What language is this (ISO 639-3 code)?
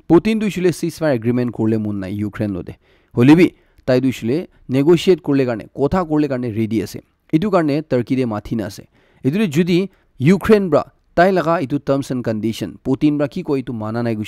nag